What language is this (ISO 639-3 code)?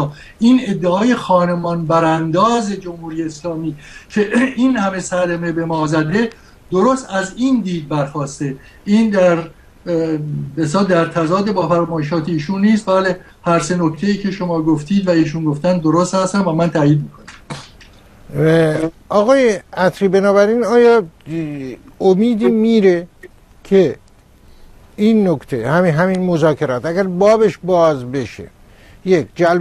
fas